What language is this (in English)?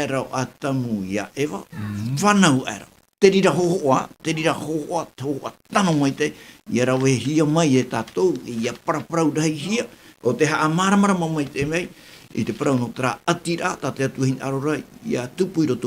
Tahitian